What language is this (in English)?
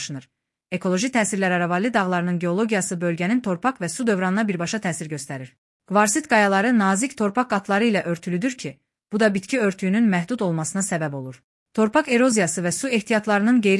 Azerbaijani